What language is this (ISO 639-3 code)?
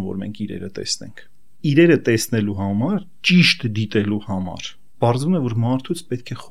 hye